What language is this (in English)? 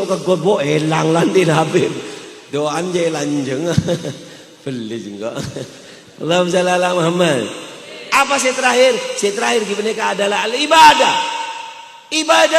Madurese